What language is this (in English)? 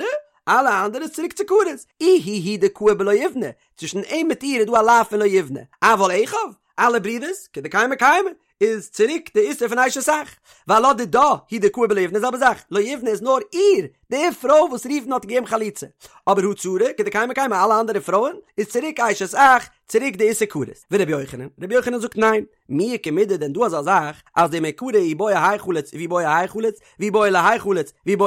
Yiddish